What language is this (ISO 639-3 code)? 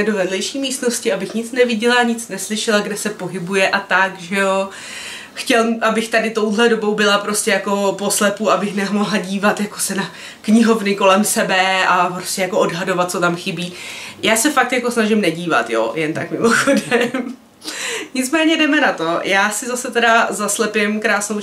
ces